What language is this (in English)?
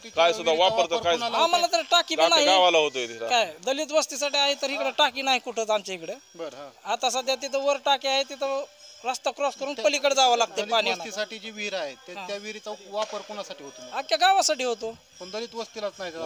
Marathi